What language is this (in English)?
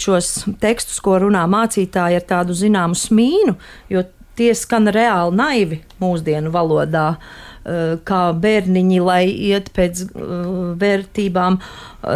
Latvian